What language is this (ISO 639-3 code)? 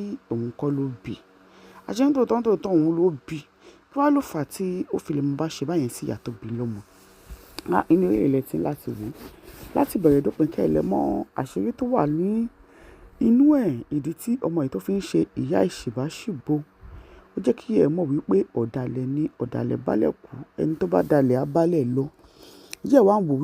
yor